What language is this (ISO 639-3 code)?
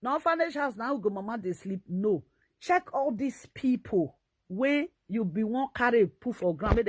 pcm